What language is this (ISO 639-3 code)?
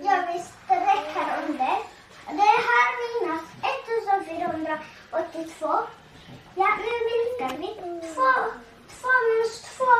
fao